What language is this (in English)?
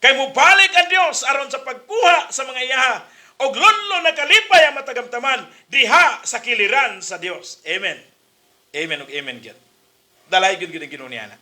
Cebuano